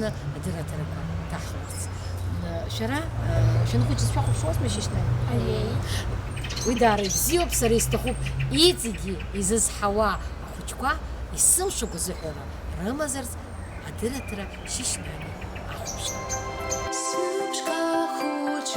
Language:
Abkhazian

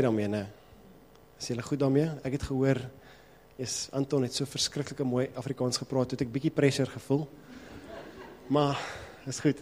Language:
Afrikaans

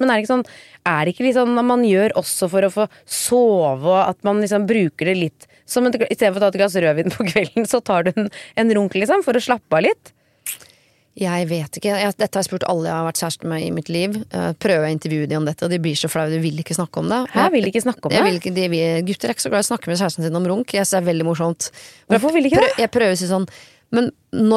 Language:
Norwegian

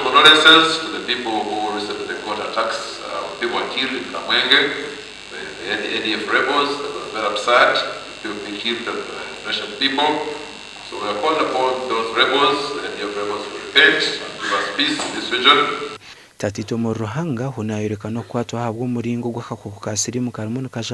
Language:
Nyankole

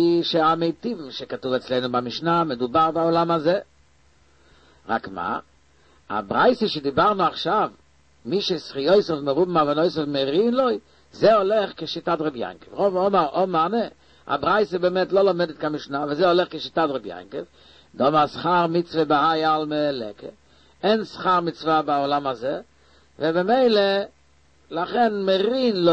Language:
Hebrew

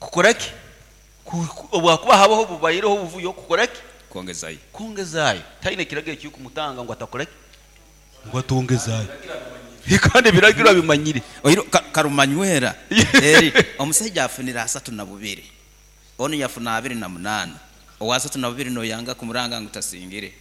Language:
Nyoro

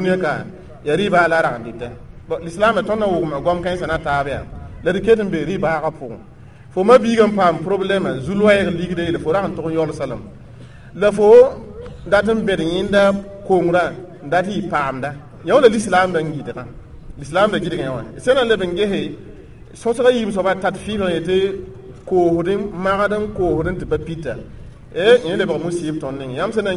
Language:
Mossi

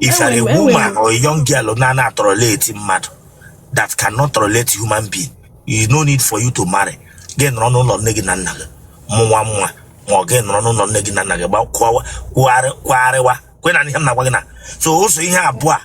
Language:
Igbo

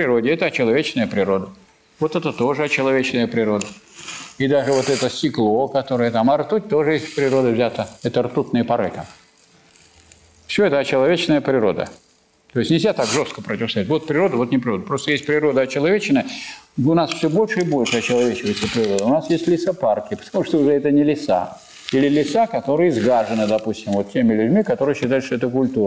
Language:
Russian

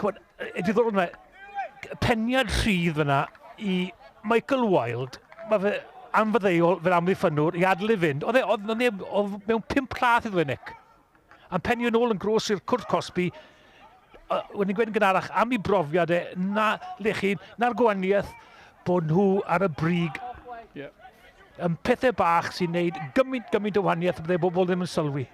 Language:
Welsh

